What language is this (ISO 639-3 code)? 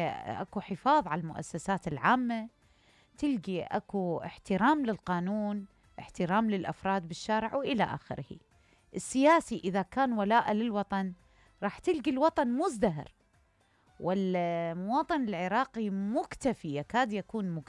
acm